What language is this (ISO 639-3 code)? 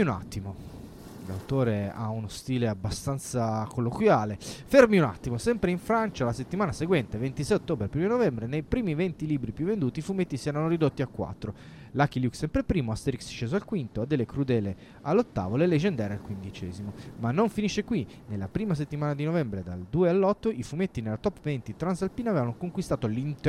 ita